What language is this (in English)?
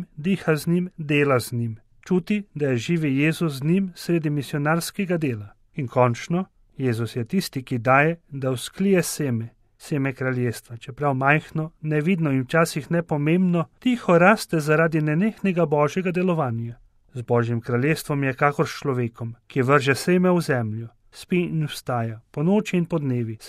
Slovenian